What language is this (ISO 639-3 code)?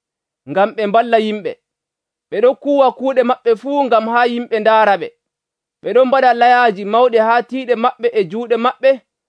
fuv